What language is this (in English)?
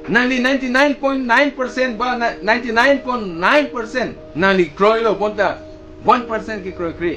Karbi